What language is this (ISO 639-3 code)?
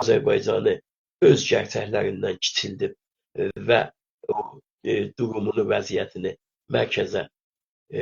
azb